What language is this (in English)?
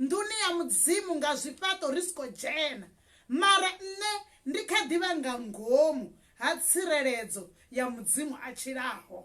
Venda